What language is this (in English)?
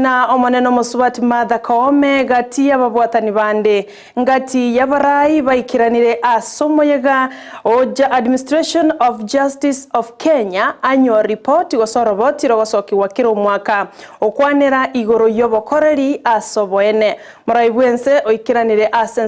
Gusii